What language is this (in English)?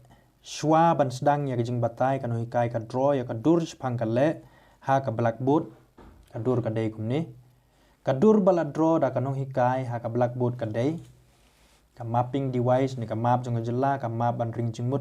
Khasi